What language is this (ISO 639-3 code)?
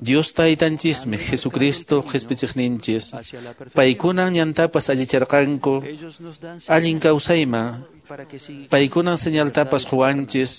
que